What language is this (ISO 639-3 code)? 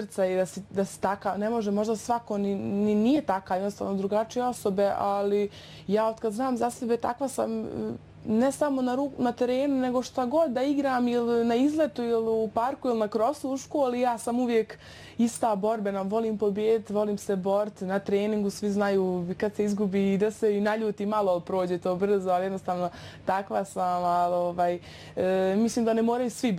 bos